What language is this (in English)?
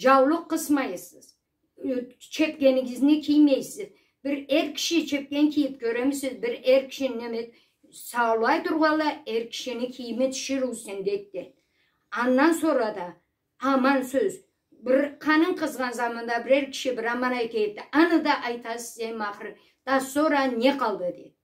Karachay-Balkar